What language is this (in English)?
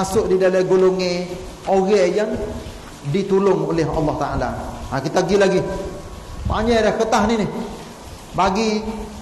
Malay